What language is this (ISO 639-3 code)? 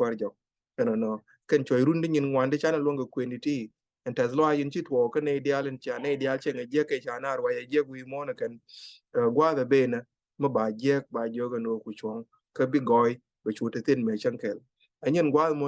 nus